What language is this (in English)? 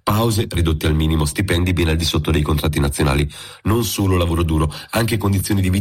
Italian